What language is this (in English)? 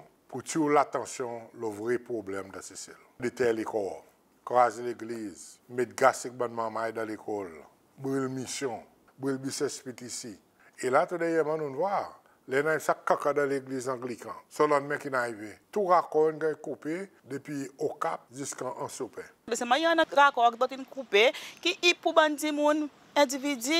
Seselwa Creole French